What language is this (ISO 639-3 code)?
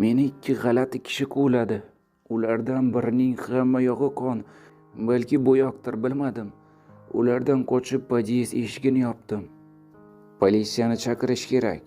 uzb